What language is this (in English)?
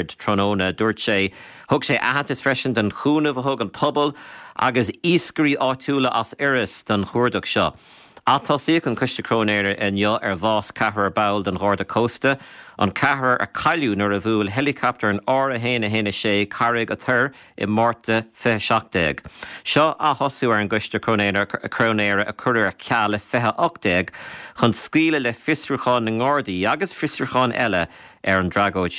Irish